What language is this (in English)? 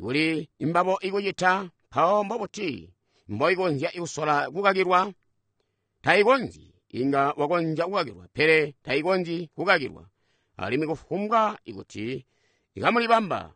Tonga (Zambia)